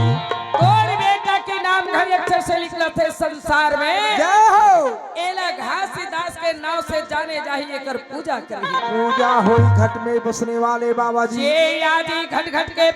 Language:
Chhattisgarhi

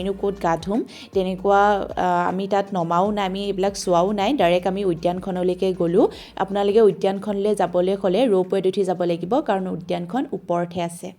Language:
Assamese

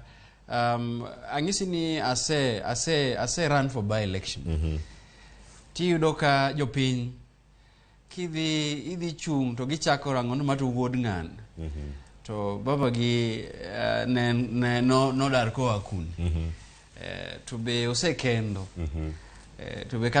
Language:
Luo (Kenya and Tanzania)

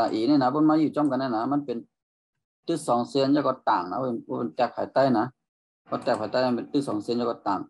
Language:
Shan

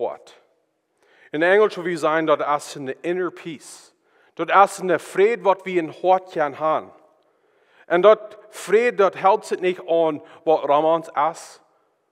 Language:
Plautdietsch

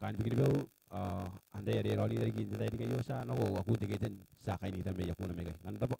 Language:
Gilbertese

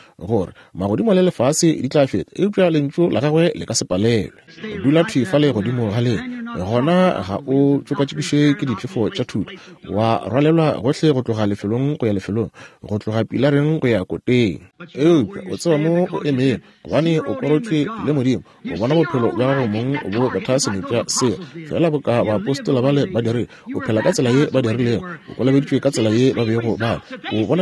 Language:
Northern Sotho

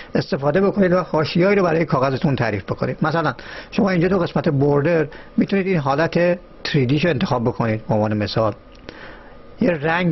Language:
Persian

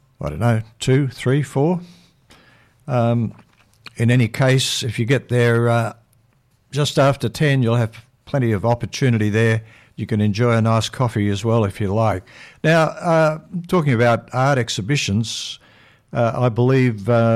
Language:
English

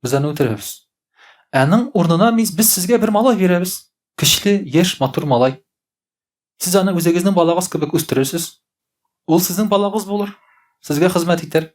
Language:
Tatar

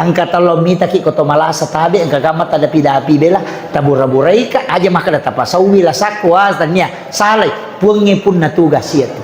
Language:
Buginese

